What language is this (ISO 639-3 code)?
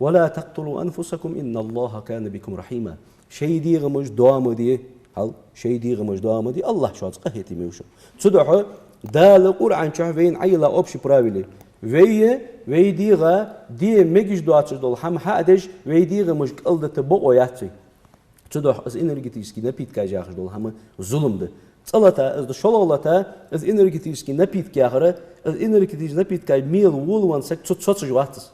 inh